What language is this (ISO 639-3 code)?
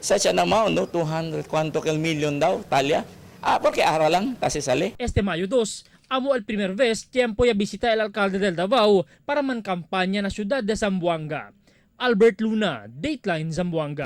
cbk